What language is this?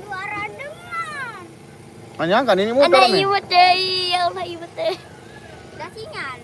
Sasak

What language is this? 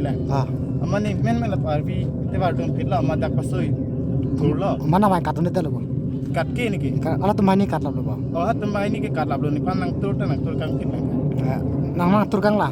Karbi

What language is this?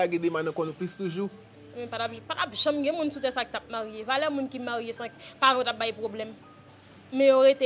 Haitian Creole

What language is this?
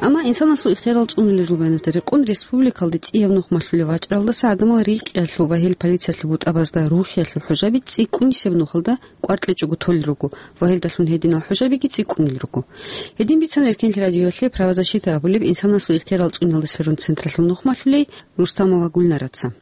Avaric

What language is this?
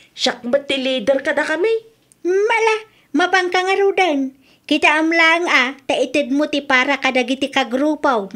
Iloko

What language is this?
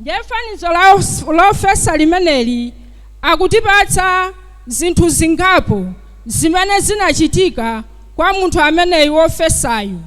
Nyanja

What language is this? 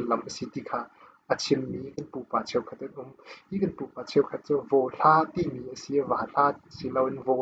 Hakha Chin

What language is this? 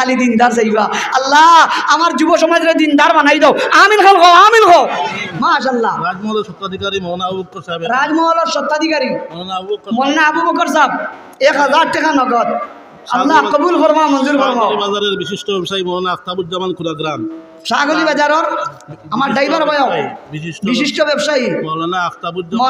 Sylheti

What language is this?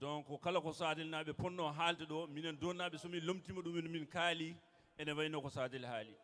Fula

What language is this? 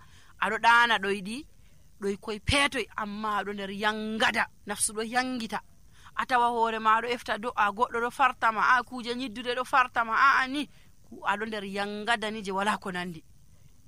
Nigerian Fulfulde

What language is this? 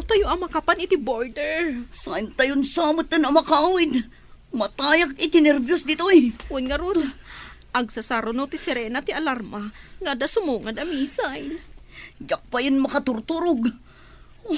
Iloko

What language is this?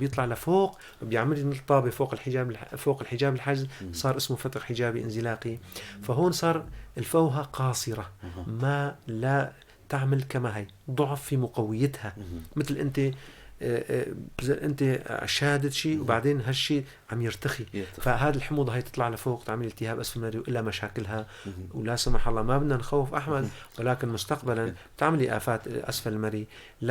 North Levantine Arabic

